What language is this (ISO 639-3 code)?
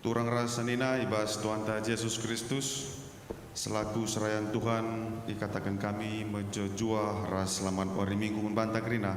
btx